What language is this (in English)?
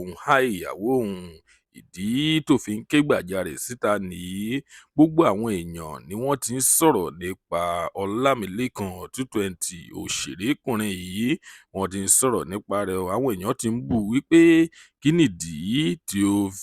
Yoruba